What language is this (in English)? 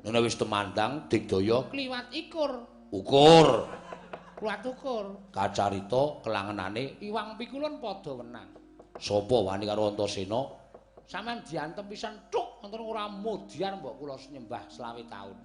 Javanese